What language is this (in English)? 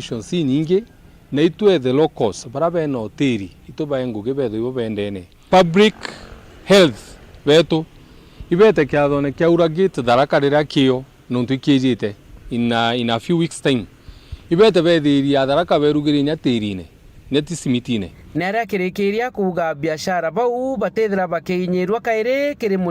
Meru